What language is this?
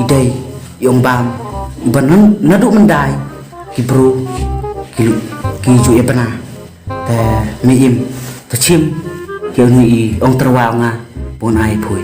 Khasi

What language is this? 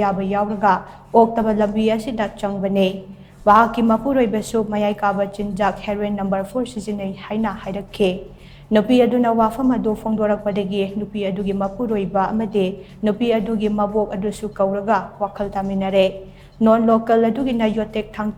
Manipuri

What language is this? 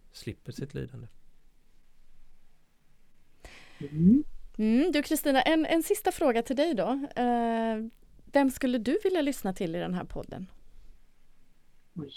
Swedish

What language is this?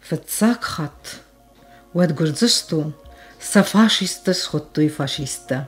Ossetic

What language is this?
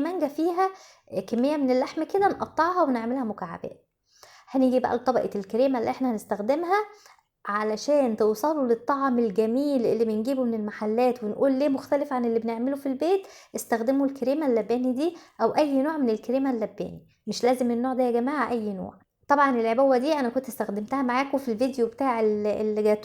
Egyptian Arabic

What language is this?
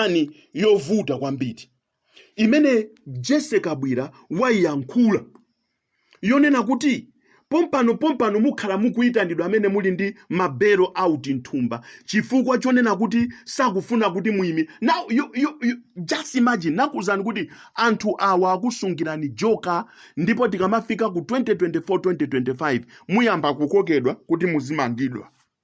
Nyanja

